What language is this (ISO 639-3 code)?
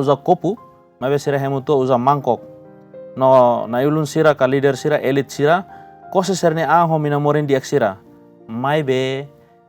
tet